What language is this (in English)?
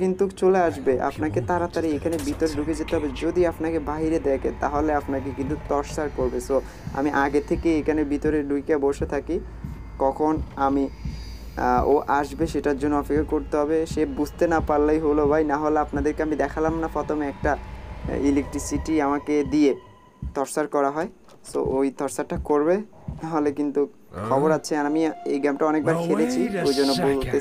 Bangla